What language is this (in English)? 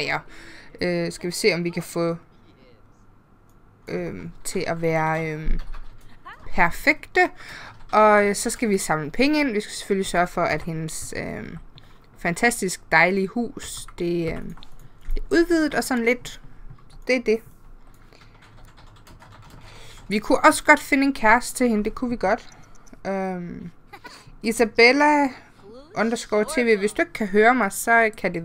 Danish